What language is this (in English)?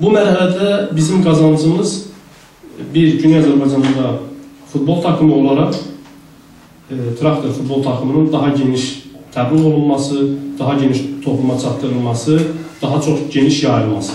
South Azerbaijani